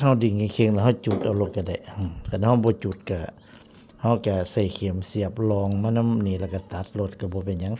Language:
Northeastern Thai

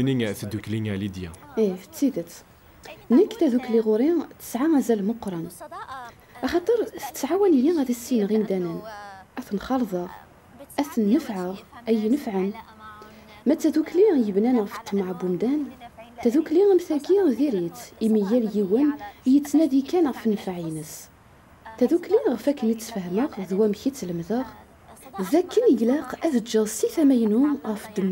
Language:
Kabyle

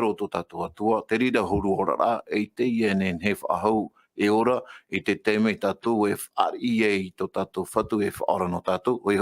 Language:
Tahitian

